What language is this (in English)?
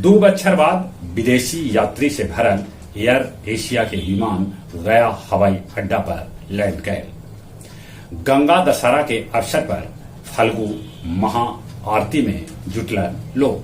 Magahi